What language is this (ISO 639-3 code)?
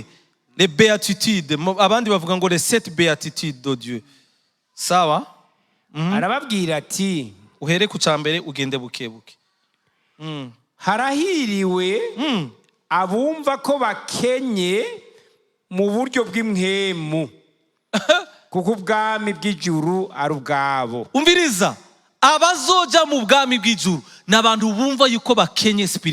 run